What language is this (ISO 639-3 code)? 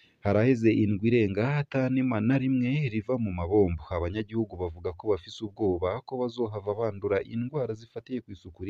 run